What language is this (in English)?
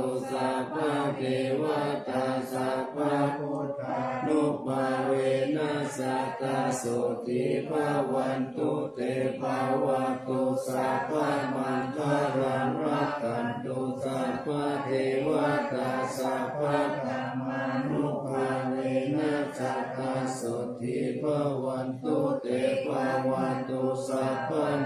Pali